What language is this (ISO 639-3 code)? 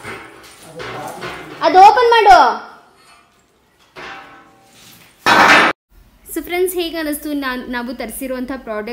kan